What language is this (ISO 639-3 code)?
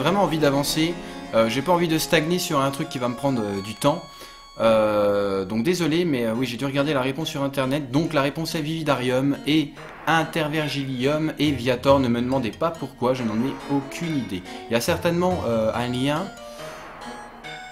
fra